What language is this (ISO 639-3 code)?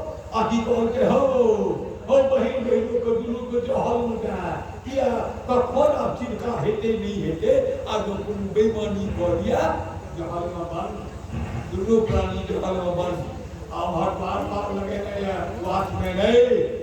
mai